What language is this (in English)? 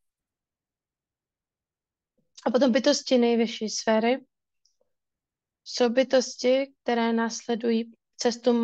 Czech